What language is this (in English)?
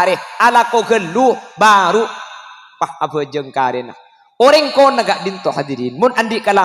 Madurese